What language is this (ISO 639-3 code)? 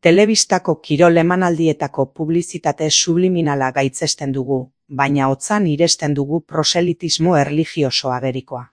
eus